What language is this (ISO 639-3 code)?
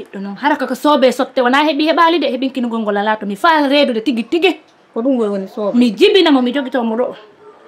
ful